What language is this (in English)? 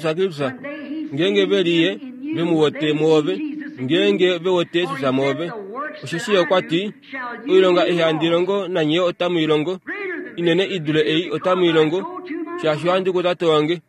Kuanyama